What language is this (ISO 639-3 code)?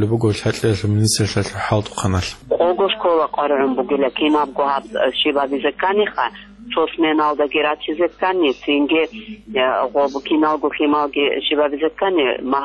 ava